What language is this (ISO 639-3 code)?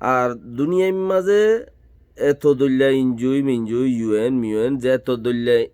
rhg